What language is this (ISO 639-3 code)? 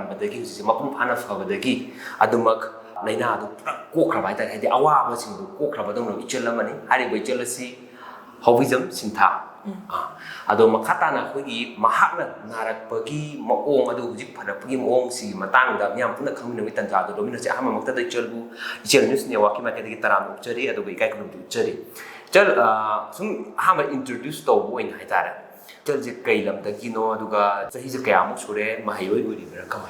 mni